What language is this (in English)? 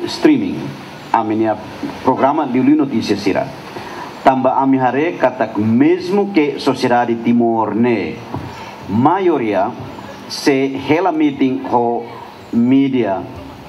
Tetum